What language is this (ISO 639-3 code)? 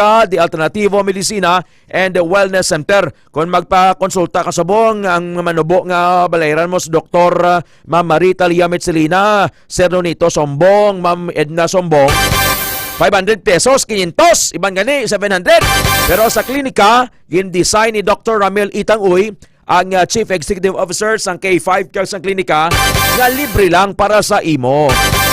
hil